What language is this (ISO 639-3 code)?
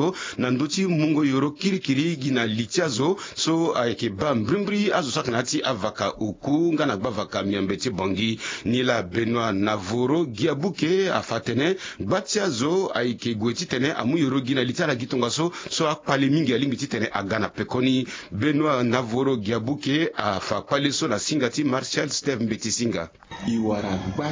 sag